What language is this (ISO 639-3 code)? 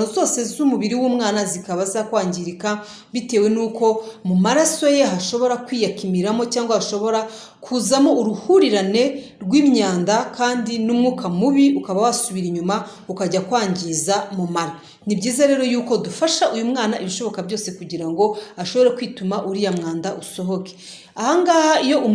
kin